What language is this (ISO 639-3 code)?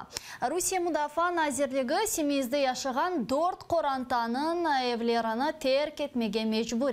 crh